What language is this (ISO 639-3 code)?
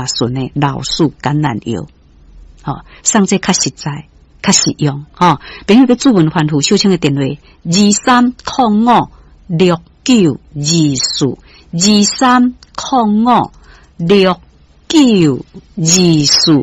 nan